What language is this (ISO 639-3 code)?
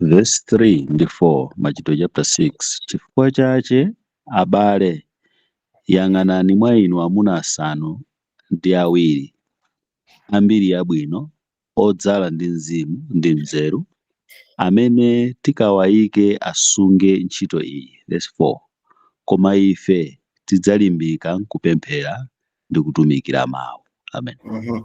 nya